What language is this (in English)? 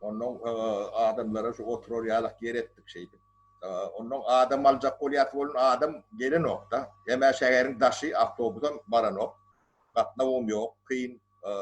Turkmen